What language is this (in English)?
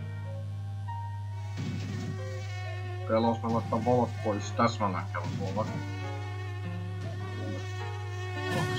Finnish